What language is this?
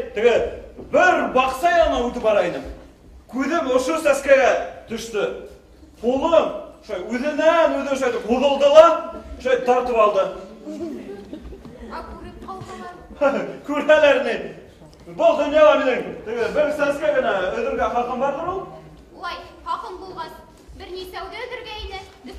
Bashkir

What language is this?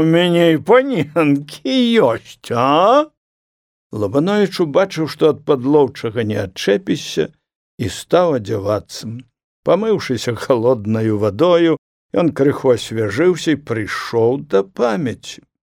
Belarusian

